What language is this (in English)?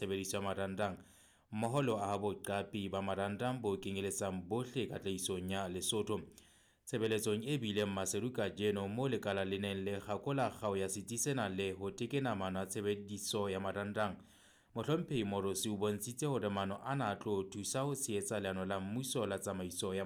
Southern Sotho